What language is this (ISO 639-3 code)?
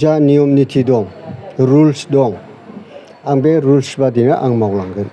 brx